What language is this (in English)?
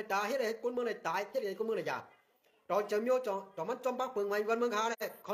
Shan